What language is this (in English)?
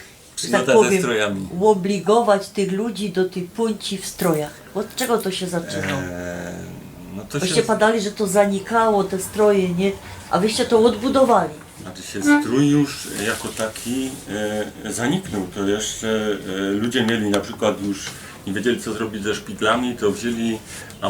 Silesian